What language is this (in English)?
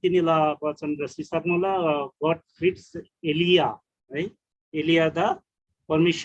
Eastern Tamang